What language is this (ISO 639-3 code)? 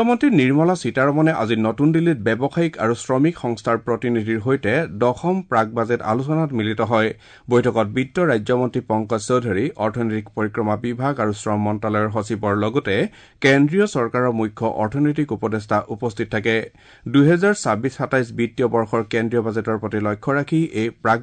asm